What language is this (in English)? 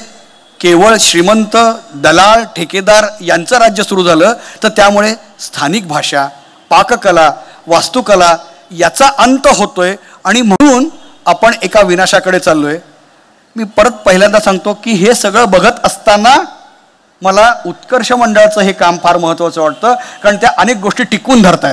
Marathi